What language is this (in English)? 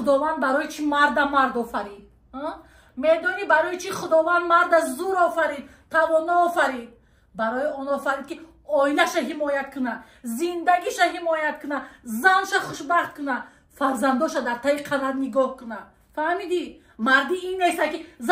Tajik